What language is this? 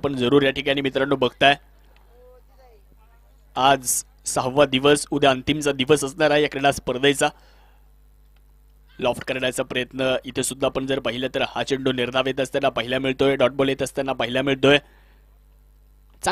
Marathi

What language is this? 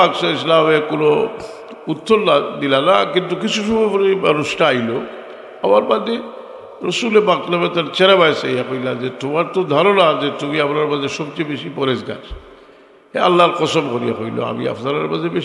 Sylheti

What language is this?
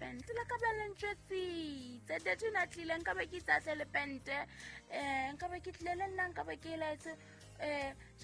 Southern Sotho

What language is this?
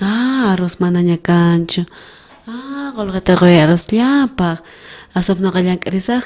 South Bolivian Quechua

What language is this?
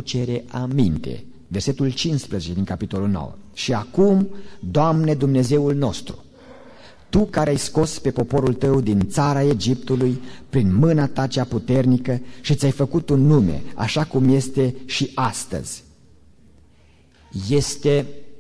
Romanian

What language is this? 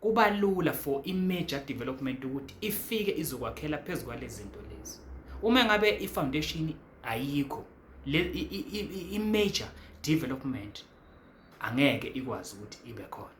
Zulu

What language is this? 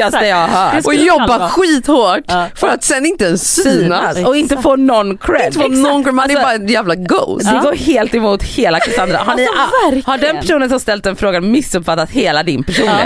Swedish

